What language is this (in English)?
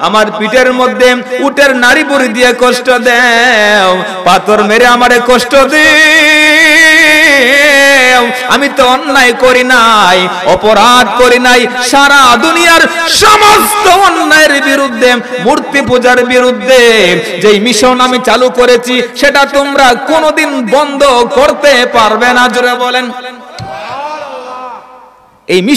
Bangla